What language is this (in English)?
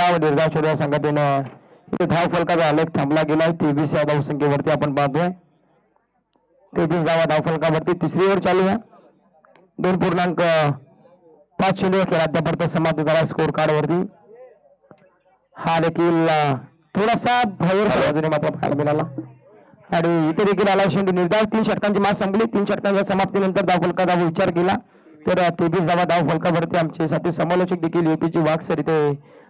Marathi